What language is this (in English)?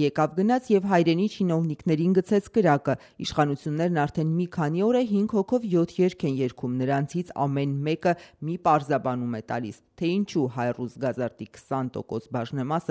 Armenian